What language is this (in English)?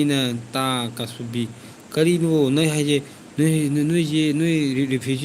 Manipuri